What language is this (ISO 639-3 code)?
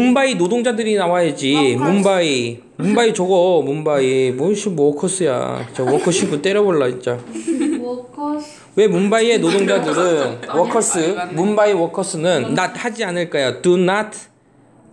kor